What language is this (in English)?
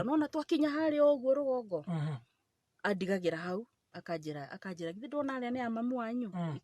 Kikuyu